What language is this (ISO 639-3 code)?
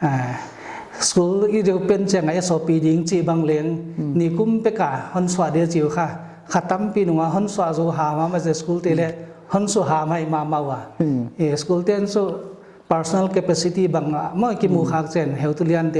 pck